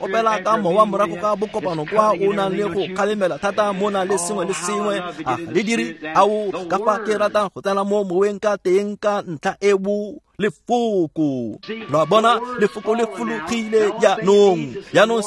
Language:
Tswana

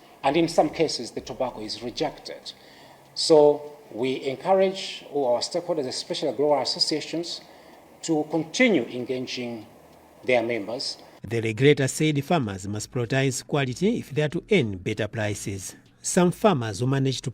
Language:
English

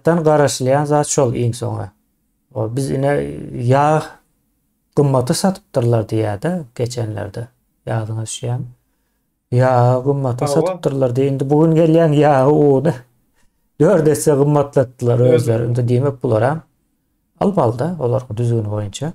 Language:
Turkmen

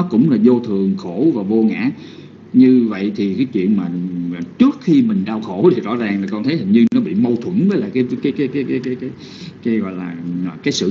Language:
Vietnamese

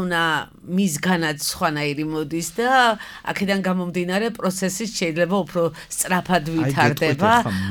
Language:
Georgian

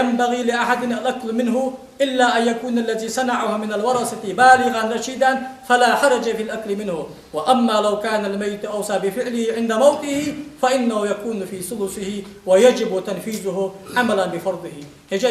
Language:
Ingush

